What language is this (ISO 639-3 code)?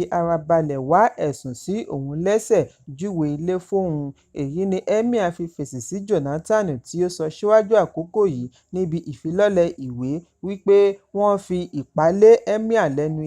yor